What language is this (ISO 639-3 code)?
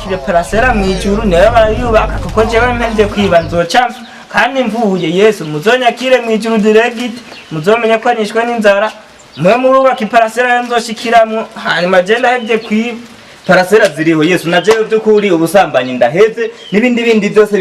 run